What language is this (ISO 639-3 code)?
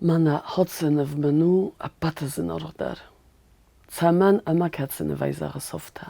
oss